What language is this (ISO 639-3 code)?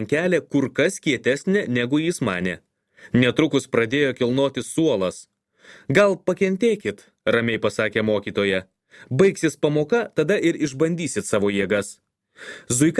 lit